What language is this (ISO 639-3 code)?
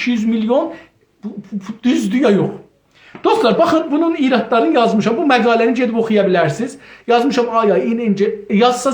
azb